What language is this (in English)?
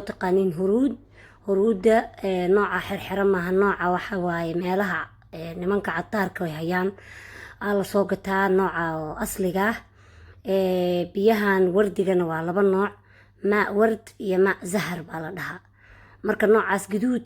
Somali